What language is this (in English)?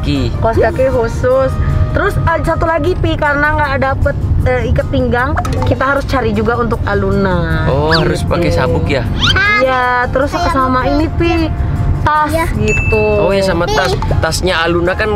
Indonesian